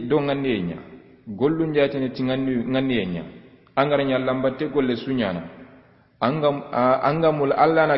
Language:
Soninke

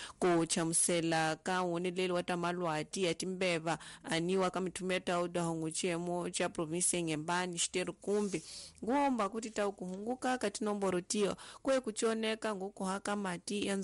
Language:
Tsonga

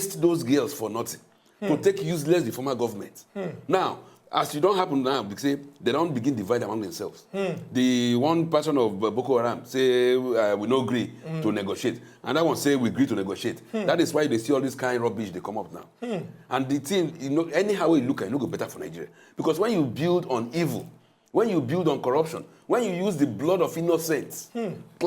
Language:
Nigerian Pidgin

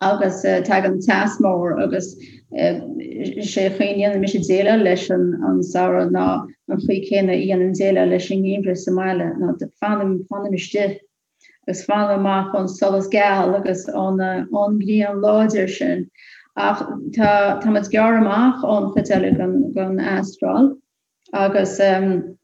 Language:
Irish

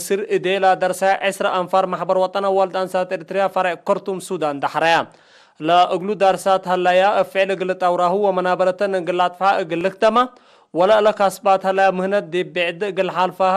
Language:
Tigre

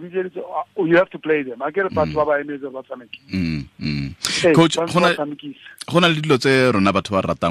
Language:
Tswana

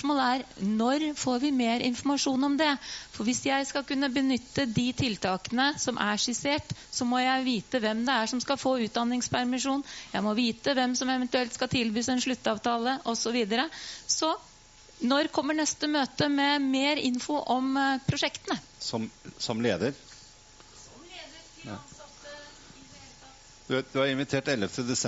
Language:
Norwegian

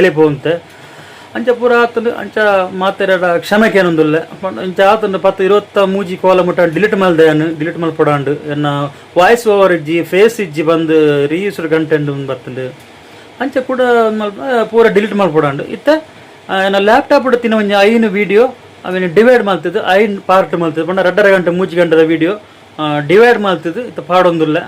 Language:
Tulu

